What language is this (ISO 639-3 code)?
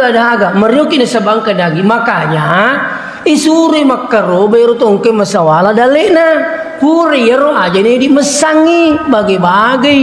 bug